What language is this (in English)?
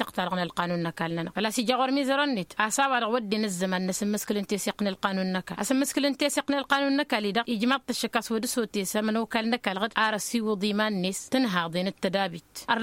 Tamasheq